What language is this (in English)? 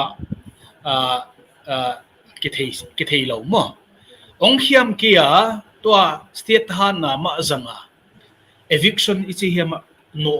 Tedim Chin